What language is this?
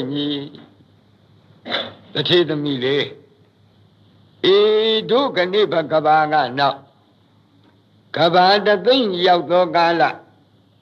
Burmese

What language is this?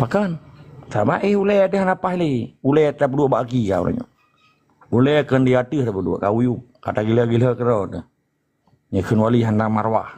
Achinese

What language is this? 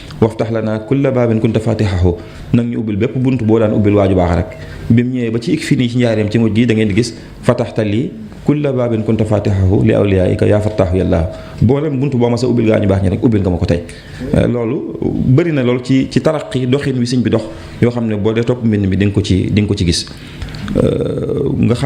Wolof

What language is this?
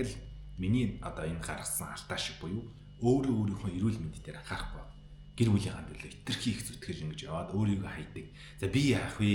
Mongolian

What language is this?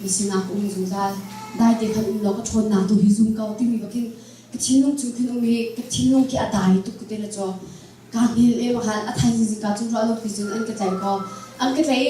Hakha Chin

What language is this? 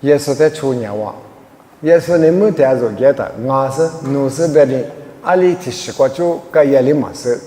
Lisu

